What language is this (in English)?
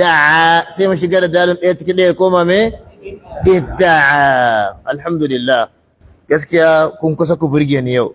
Hausa